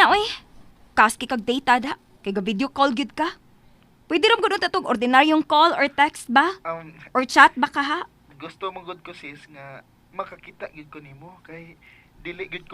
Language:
Cebuano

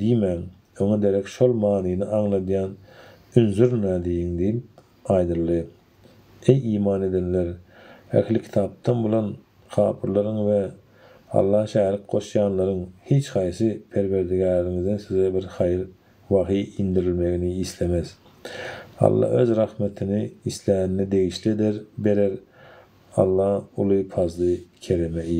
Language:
Turkmen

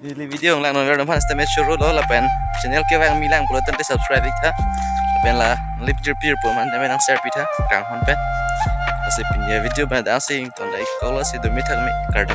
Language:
Karbi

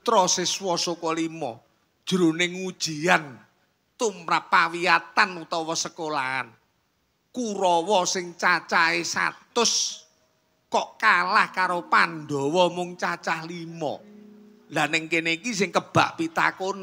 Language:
Javanese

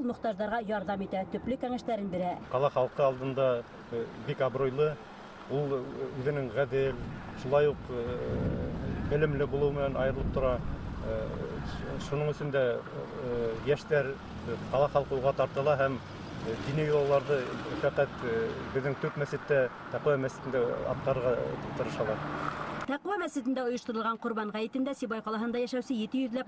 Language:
Bashkir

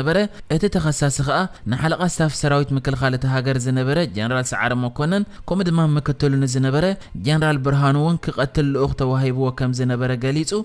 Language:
Tigrinya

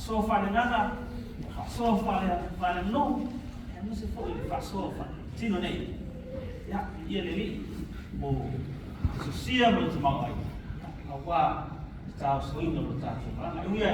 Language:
Samoan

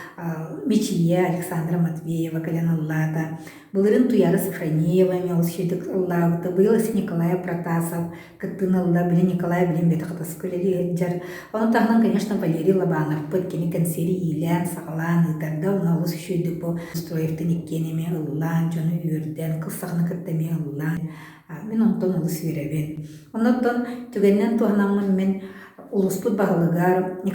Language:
Yakut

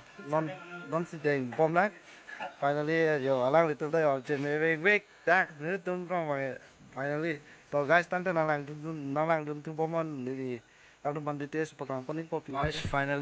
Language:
Karbi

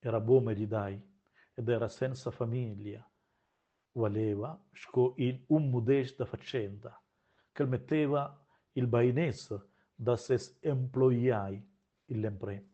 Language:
Romansh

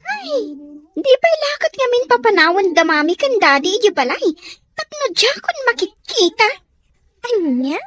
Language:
Iloko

